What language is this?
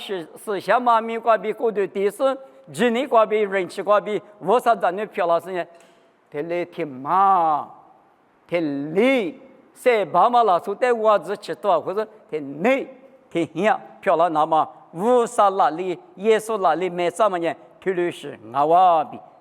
Lisu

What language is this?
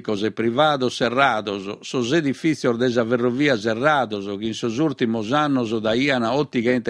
Sardinian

